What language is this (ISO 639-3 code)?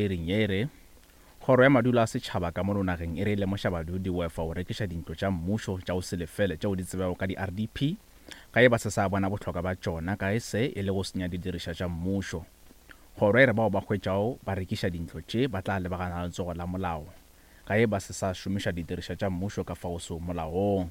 nso